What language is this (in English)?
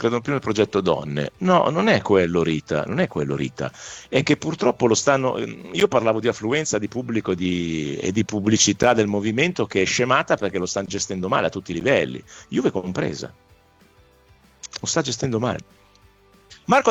Italian